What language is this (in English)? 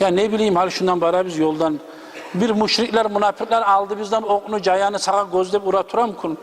Kumyk